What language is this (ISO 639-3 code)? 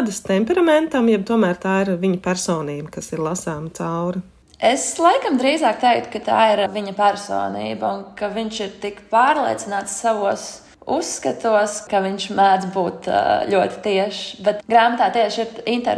lav